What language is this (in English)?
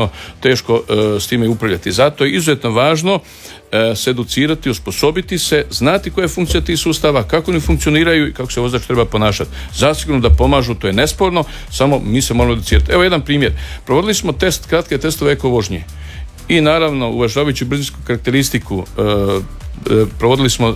Croatian